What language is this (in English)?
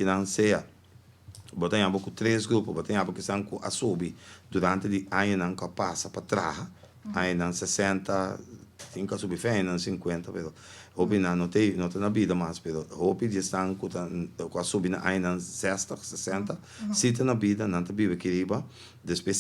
Papiamento